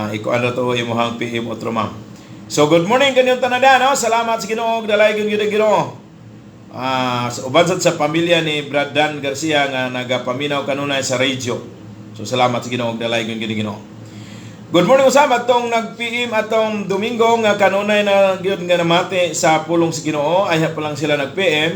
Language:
Cebuano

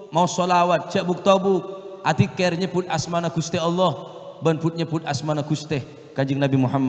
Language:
Madurese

